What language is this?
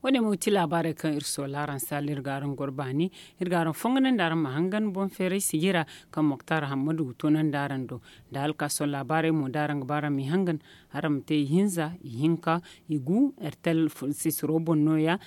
Zarma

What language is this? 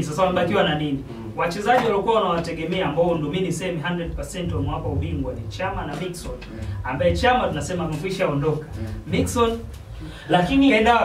Swahili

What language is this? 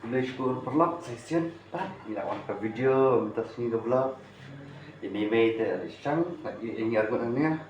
Khasi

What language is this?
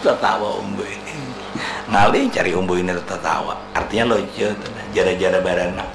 Banjar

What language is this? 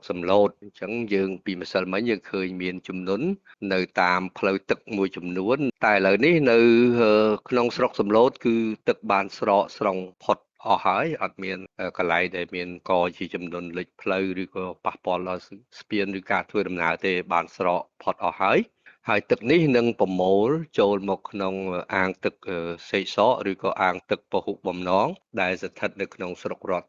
Khmer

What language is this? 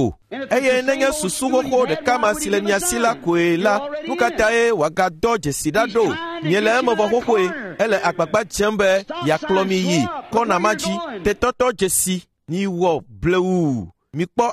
Ewe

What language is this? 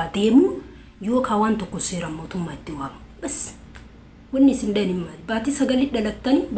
Oromo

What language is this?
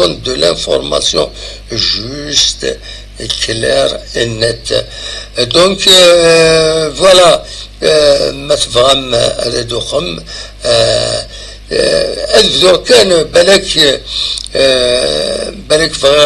Kabyle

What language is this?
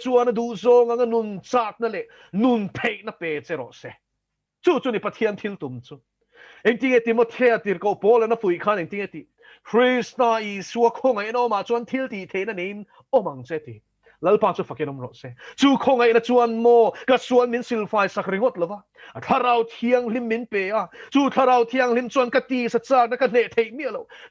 Mizo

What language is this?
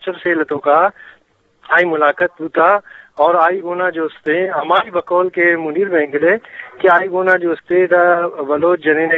Eastern Balochi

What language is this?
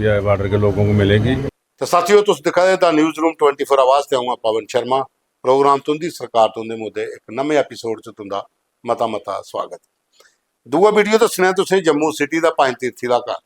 Dogri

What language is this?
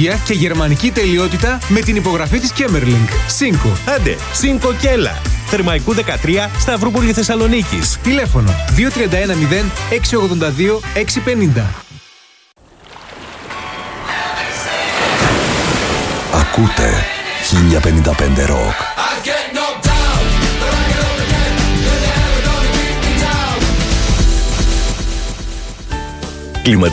Greek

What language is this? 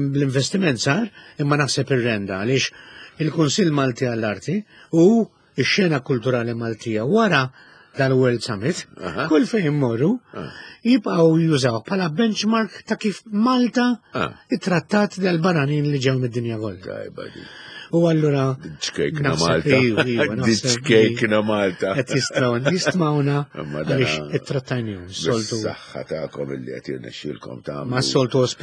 Maltese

